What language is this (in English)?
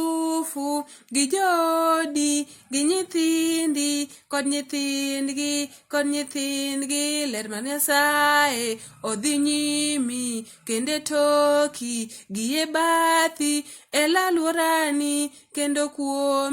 Luo (Kenya and Tanzania)